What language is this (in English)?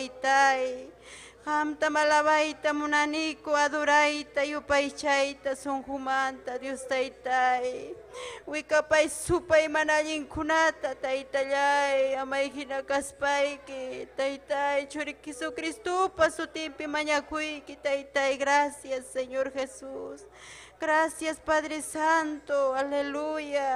Ayacucho Quechua